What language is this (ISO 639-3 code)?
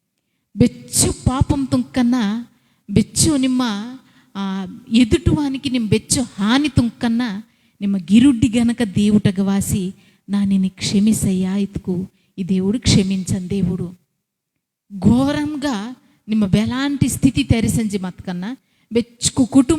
kff